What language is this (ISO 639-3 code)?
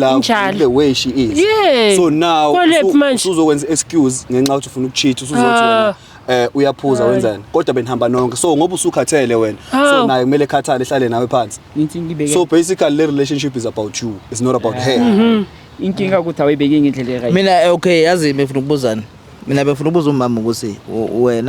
zul